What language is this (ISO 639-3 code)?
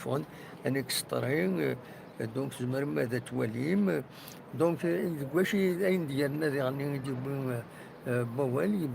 kab